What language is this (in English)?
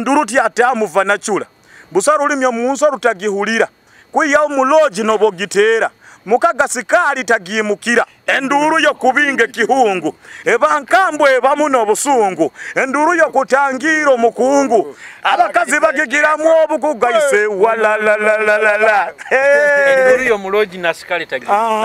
Nyoro